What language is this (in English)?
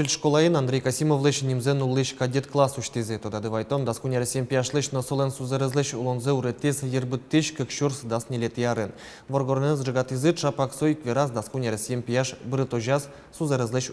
Udmurt